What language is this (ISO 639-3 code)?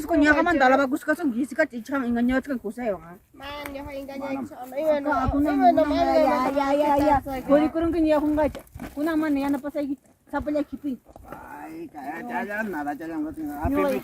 quy